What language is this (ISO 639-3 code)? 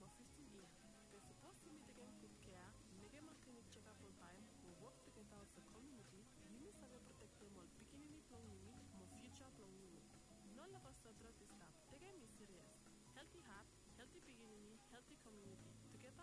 bis